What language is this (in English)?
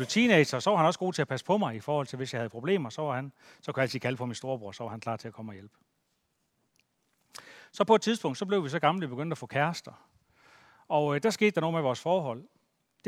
Danish